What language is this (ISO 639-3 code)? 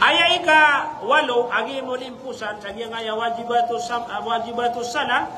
mrw